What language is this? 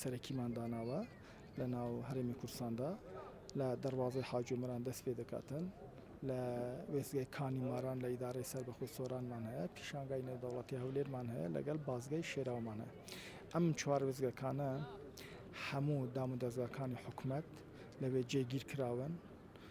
Central Kurdish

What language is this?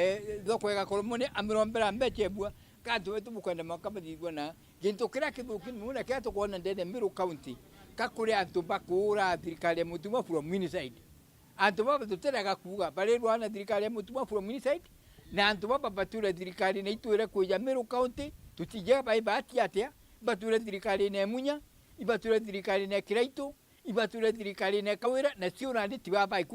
Meru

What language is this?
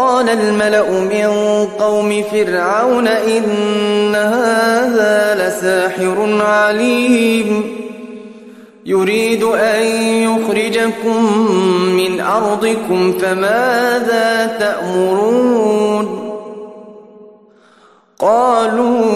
Arabic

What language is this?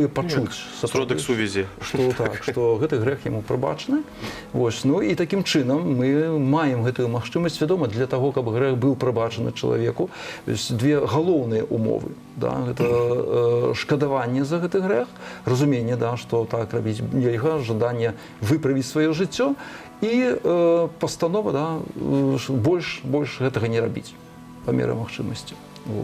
Belarusian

